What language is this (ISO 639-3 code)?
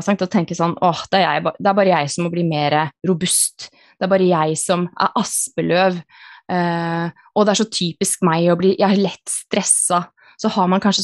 nor